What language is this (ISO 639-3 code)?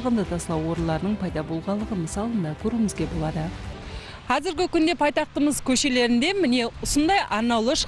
kaa